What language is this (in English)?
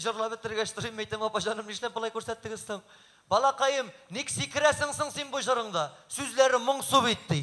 Tatar